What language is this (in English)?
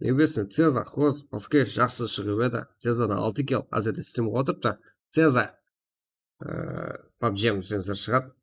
Kara-Kalpak